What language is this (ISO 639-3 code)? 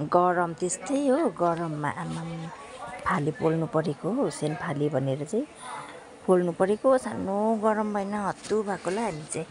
nep